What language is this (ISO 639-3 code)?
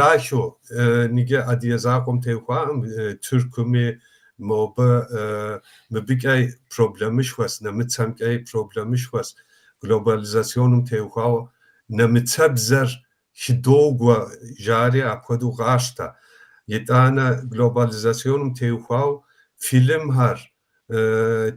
kbd